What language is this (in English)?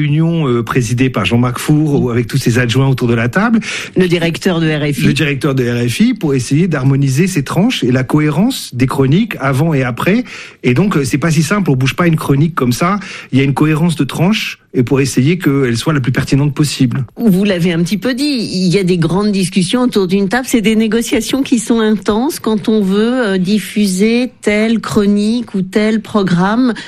French